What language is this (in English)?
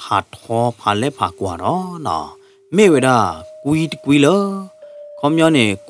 S'gaw Karen